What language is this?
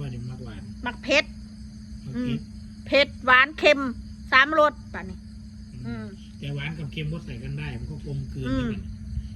Northeastern Thai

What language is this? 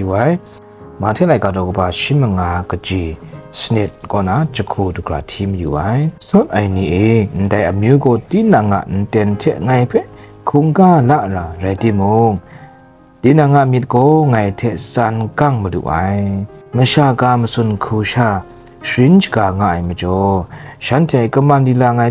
Kachin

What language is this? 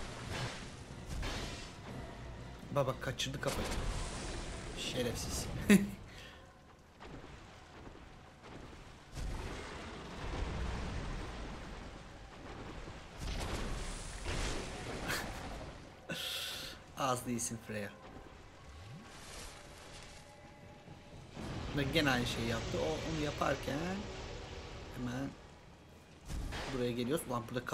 Turkish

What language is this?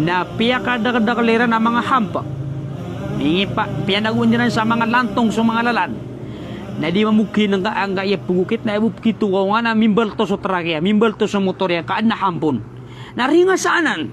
Maranao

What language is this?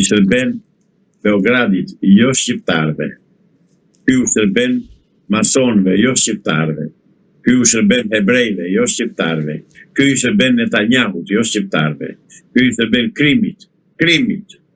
Albanian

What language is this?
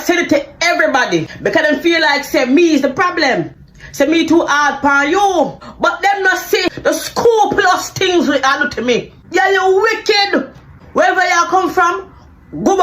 Jamaican Creole English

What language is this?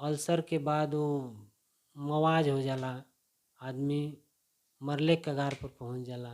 Bhojpuri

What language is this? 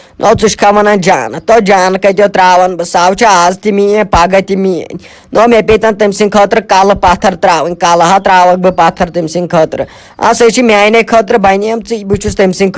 Kashmiri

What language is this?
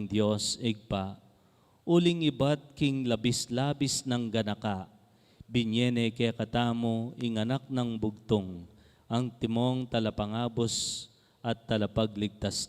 Pampanga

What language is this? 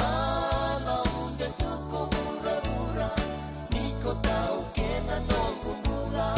Fijian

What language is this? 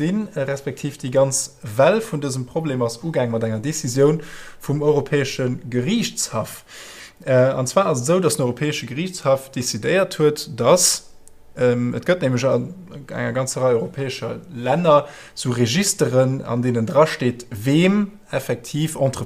Luxembourgish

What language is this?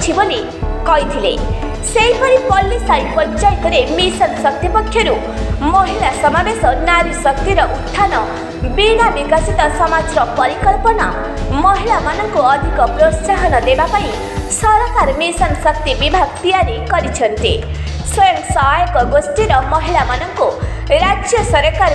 Odia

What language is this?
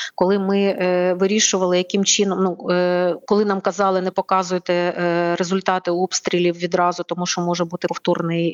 Ukrainian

